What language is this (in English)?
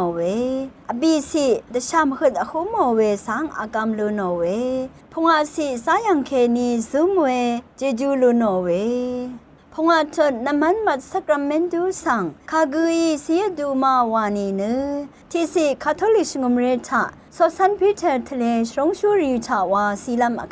Rawang